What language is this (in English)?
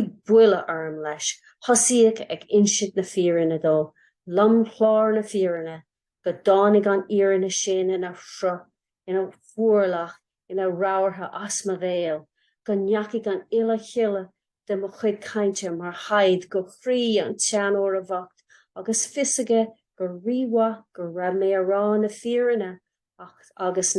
Irish